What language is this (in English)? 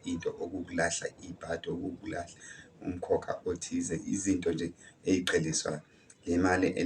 Zulu